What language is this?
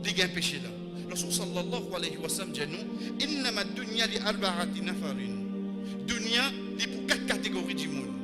Morisyen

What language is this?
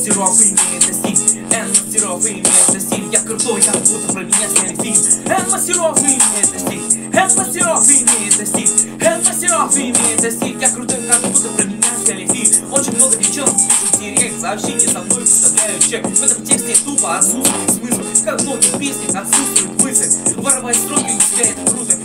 Russian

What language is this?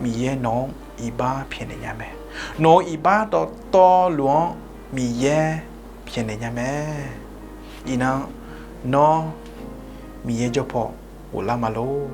Akha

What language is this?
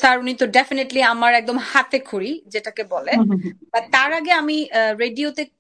Bangla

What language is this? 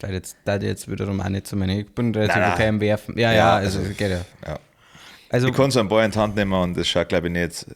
Bavarian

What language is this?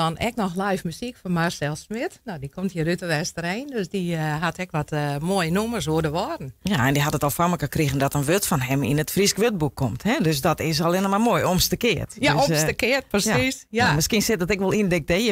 Western Frisian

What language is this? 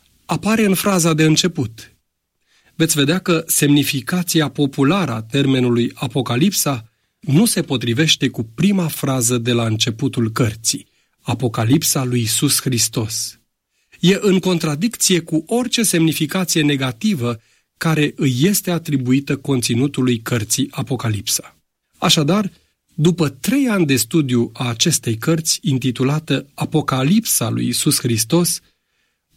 Romanian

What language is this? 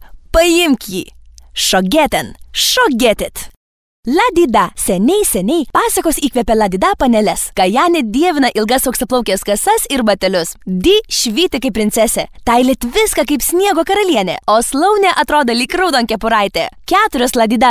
Lithuanian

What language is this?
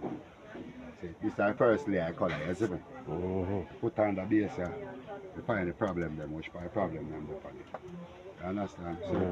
Jamaican Creole English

